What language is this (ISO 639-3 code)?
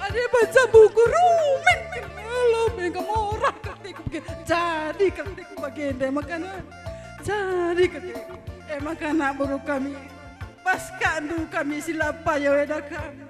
btx